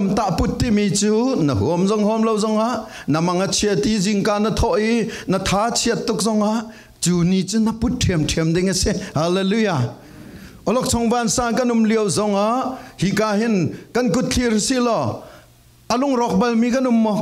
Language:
Falam Chin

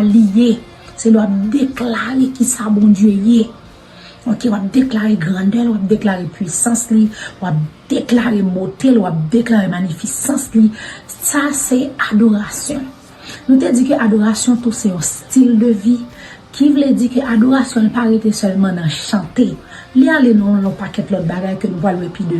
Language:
Haitian Creole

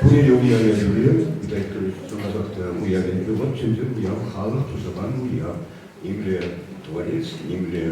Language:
Chuvash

